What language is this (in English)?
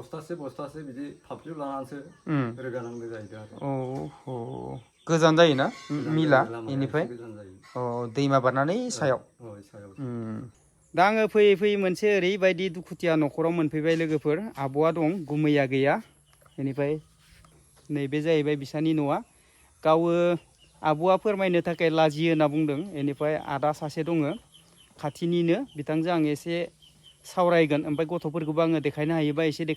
Bodo